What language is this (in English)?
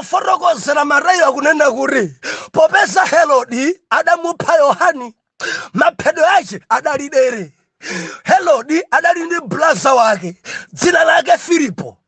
Nyanja